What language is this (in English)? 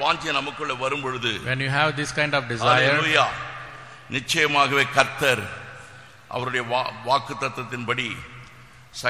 Tamil